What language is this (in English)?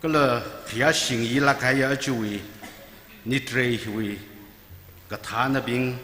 Tangkhul Naga (India)